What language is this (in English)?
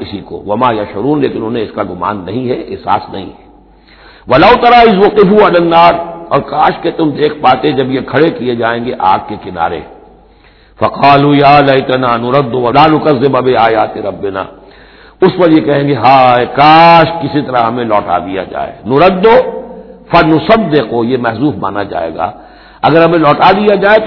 Urdu